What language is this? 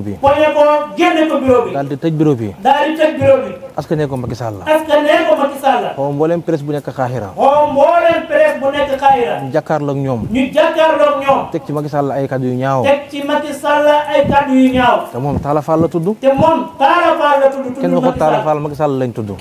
Wolof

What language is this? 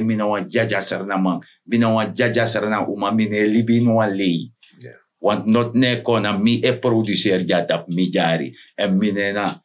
Sranan Tongo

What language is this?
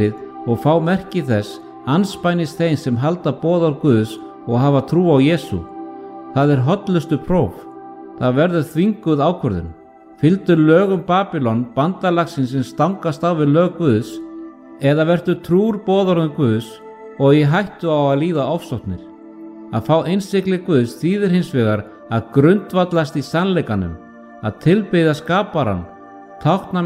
Icelandic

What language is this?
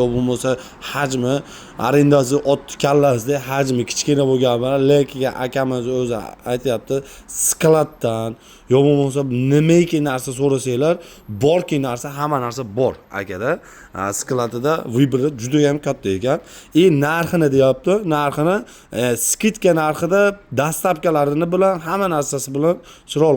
Uzbek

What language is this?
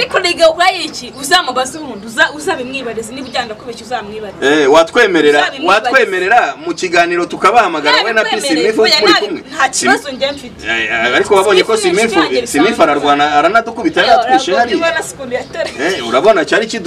Kinyarwanda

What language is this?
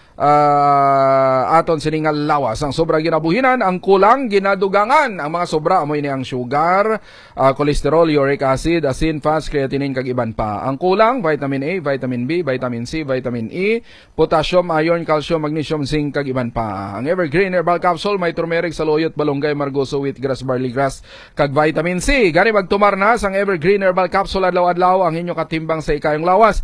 Hiligaynon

